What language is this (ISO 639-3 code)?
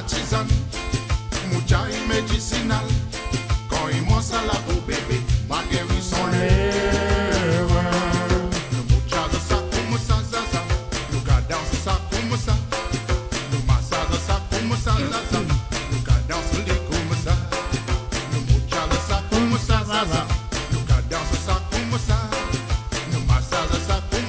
mfe